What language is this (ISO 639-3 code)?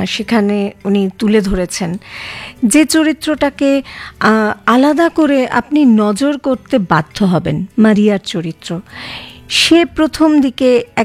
ben